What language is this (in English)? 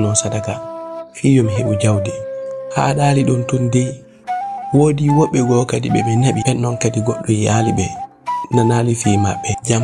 Fula